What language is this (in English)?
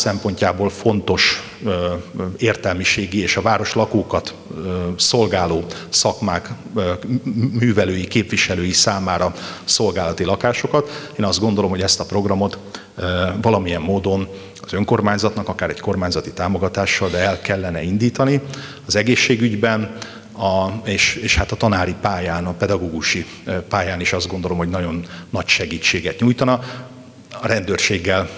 Hungarian